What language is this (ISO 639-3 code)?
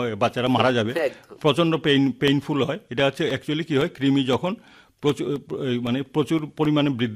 ben